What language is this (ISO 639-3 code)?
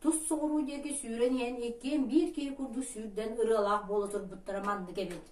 sah